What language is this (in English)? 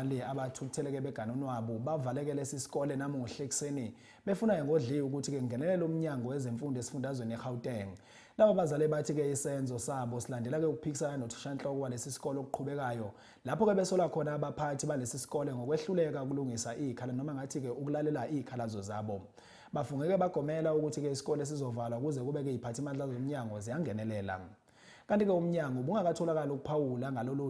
Zulu